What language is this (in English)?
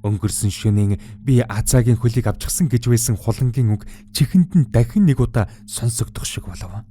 Mongolian